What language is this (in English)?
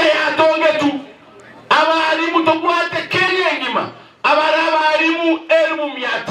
Gusii